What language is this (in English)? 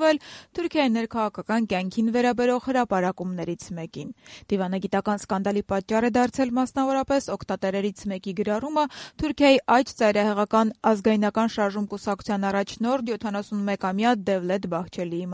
Armenian